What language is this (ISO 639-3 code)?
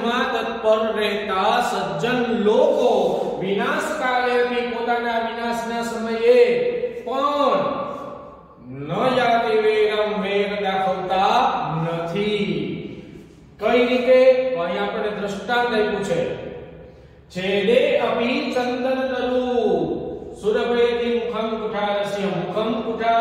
guj